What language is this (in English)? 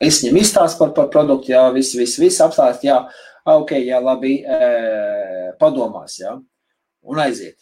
Latvian